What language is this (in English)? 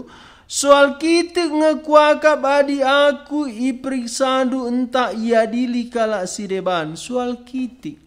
Batak Karo